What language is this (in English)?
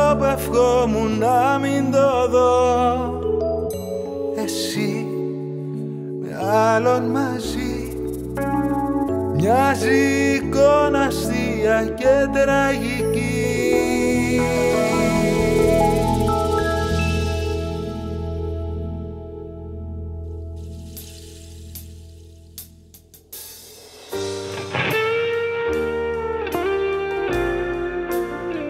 Greek